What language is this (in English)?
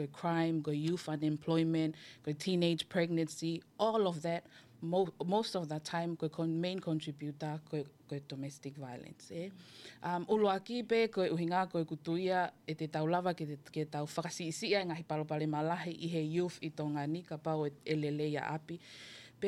Tongan